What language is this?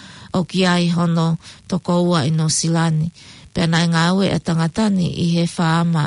Tongan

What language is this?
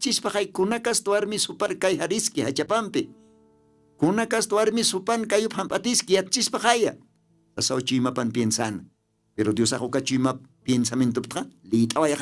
Aymara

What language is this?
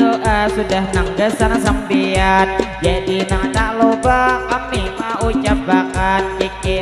Banjar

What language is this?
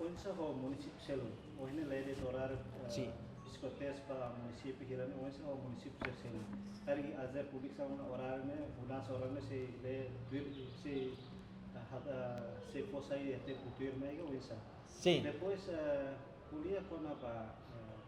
Tetum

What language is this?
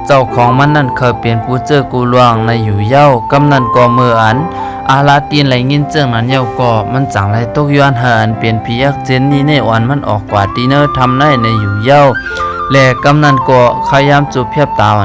Shan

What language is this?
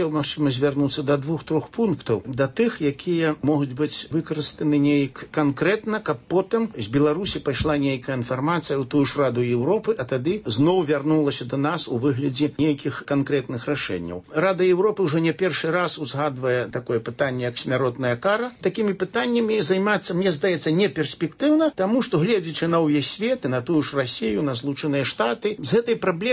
Belarusian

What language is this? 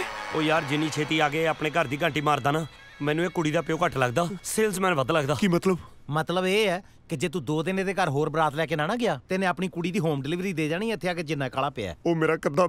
Punjabi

